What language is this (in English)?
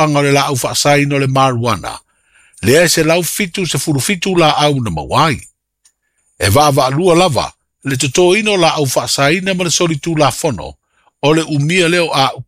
Samoan